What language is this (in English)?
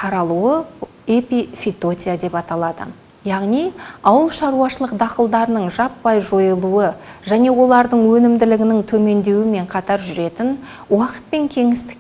Kazakh